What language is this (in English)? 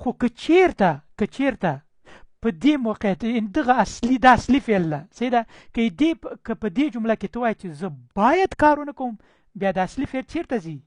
Pashto